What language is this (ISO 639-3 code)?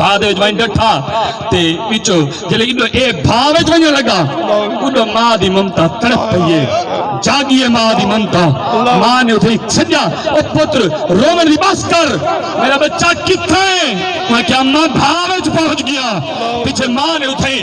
skr